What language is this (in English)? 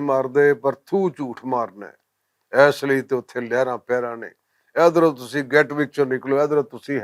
Western Panjabi